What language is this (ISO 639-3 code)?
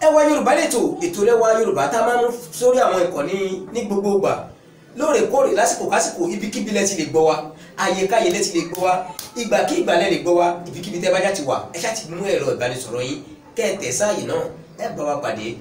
yor